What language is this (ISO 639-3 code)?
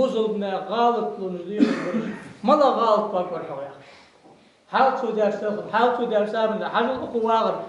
inh